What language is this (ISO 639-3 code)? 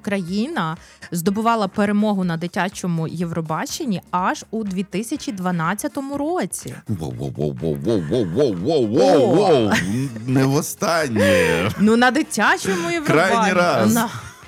ukr